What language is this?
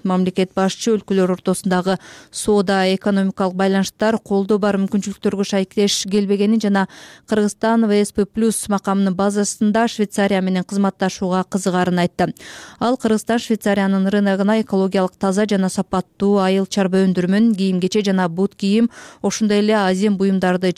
Kyrgyz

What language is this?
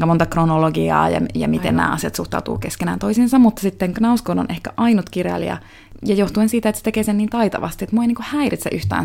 Finnish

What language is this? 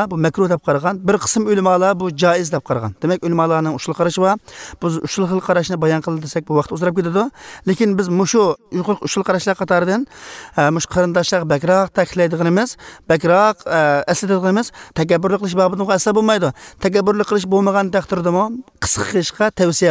Uyghur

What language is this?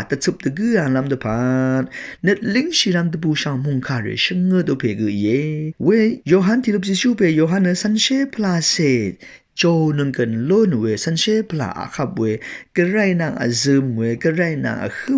Rawang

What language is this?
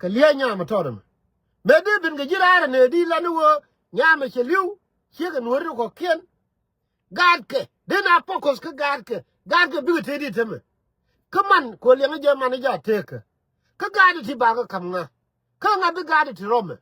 Nuer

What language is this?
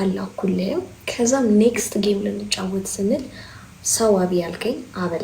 Amharic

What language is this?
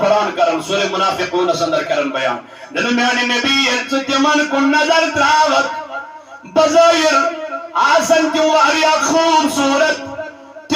Kashmiri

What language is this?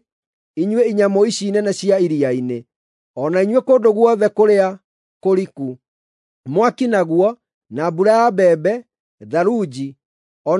Kikuyu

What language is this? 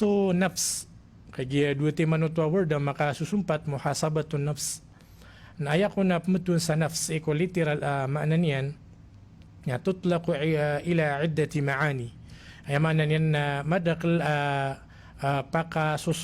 Maranao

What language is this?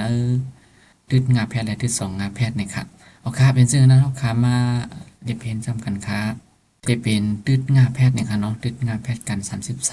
Shan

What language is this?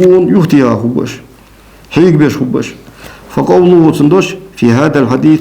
Ingush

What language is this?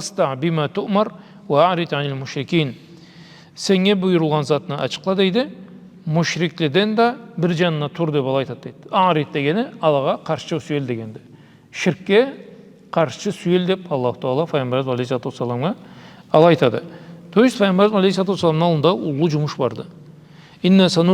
Karachay-Balkar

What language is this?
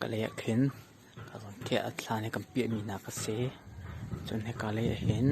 Hakha Chin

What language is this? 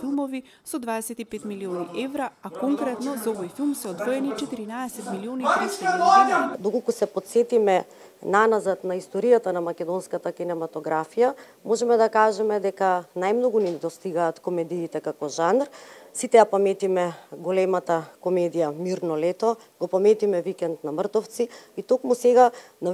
Macedonian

